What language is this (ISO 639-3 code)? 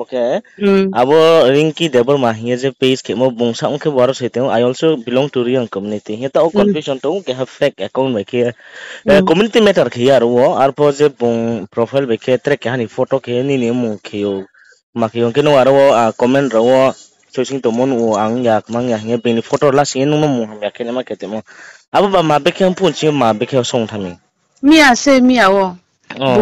ria